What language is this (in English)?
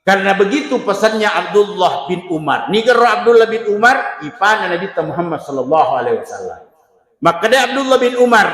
Buginese